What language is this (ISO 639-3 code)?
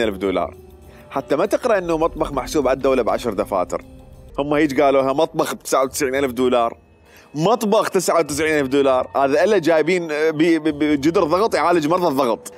acm